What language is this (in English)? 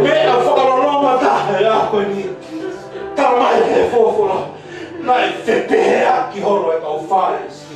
Tongan